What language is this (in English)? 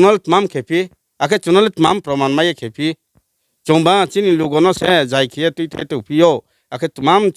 Riang (India)